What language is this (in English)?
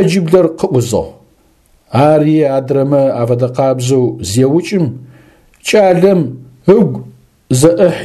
Adyghe